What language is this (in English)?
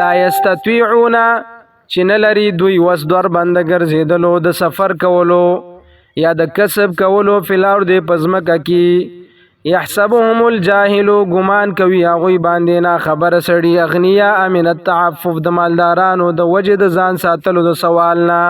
Pashto